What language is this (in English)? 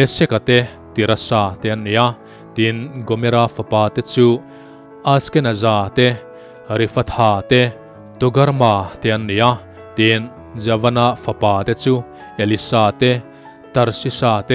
Mizo